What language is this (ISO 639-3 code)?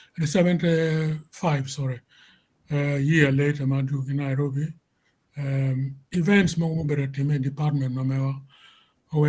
ach